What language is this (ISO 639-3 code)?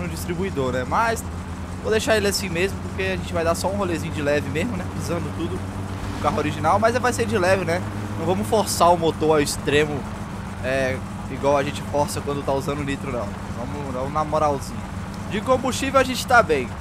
por